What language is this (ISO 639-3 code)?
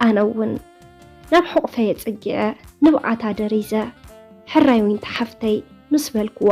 tir